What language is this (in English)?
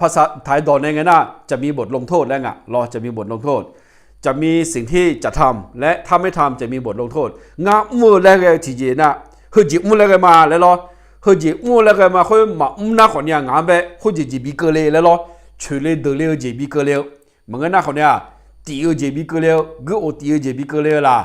Akha